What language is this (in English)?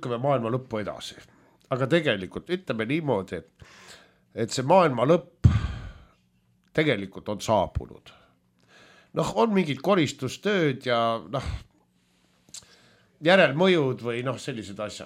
Estonian